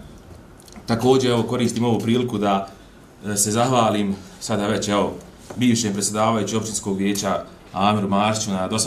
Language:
Bosnian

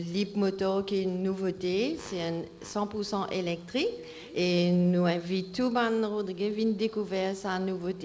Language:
Morisyen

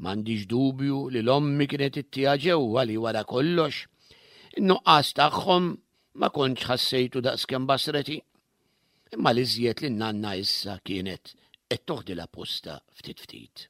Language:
Maltese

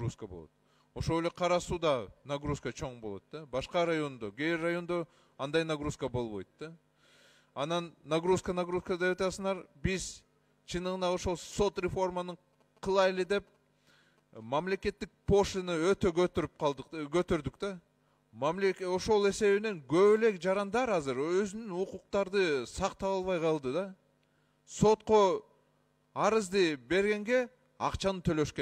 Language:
Kyrgyz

